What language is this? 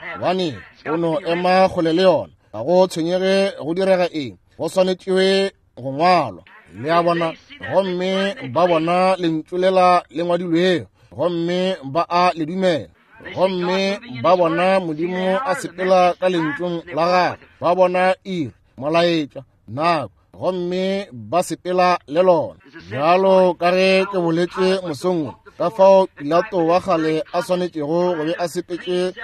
Northern Sotho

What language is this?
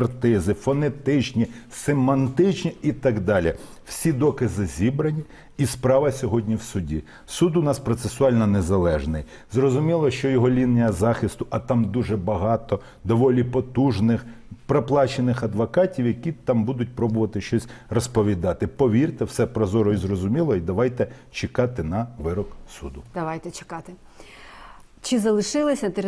Ukrainian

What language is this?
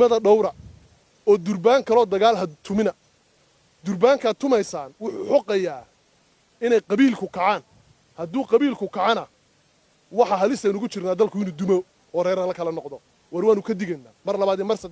Somali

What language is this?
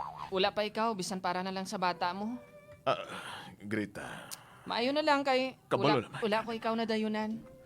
Hiligaynon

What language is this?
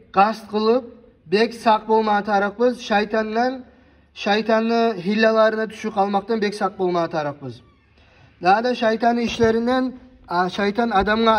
Kumyk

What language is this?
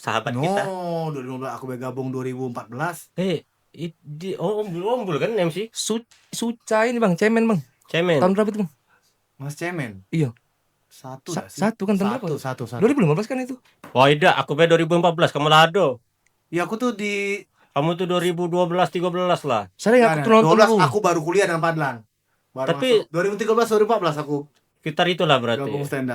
Musi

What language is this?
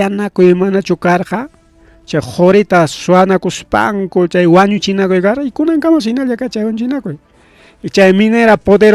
Ayacucho Quechua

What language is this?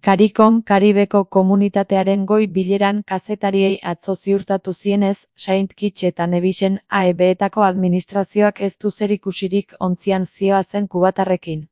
Basque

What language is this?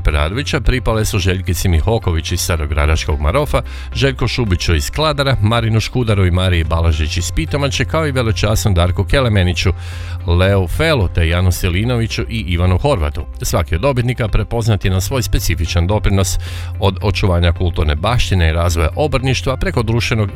Croatian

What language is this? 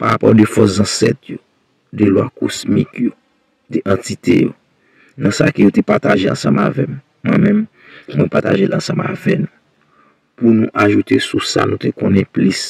Haitian Creole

